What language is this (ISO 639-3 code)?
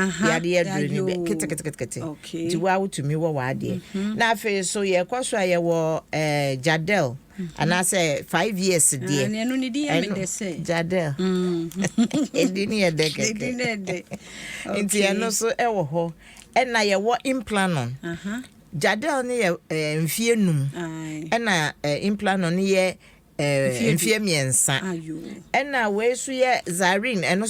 aka